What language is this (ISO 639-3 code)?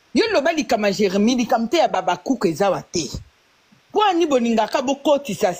lin